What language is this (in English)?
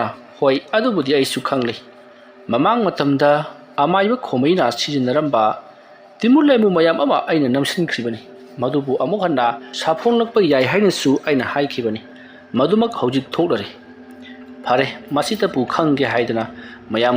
Manipuri